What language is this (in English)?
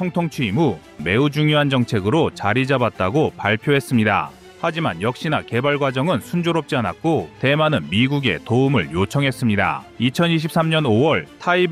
Korean